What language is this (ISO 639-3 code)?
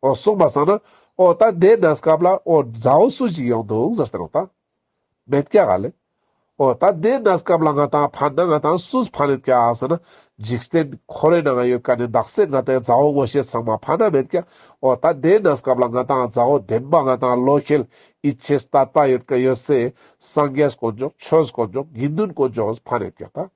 lbj